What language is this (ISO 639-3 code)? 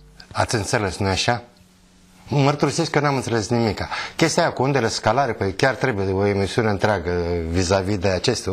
ron